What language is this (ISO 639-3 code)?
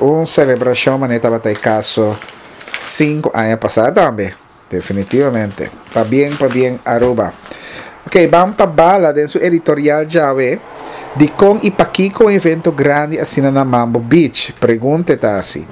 pap